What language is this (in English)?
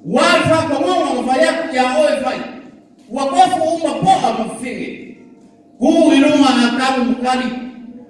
Samoan